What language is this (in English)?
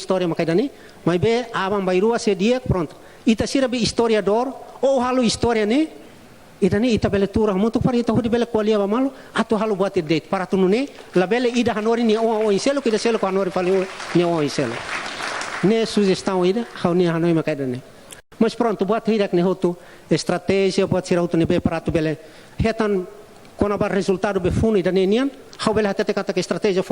Tetum